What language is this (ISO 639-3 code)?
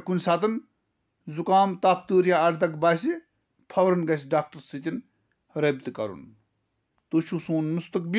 kas